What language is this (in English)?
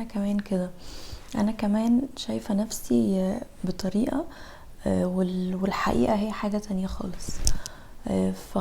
Egyptian Arabic